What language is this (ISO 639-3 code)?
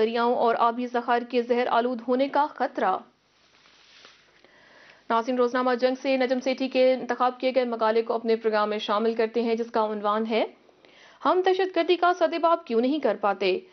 urd